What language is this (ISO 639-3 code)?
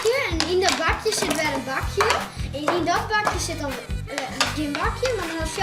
fry